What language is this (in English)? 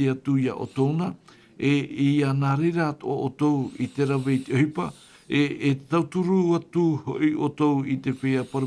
Tahitian